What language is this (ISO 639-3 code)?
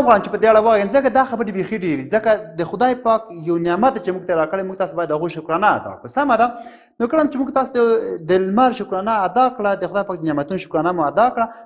pus